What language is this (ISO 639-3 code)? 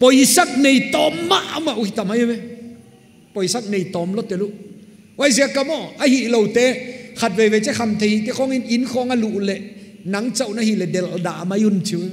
pck